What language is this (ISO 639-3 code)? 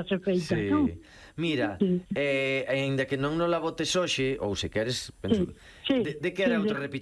glg